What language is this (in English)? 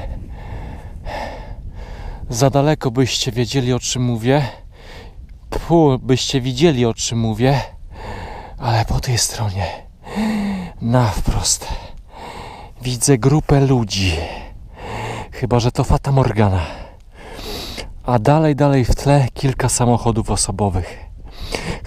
Polish